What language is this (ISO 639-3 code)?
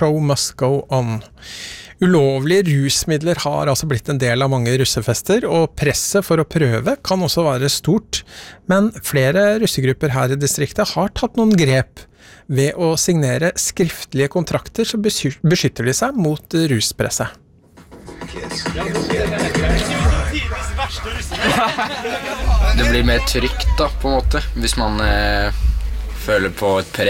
nor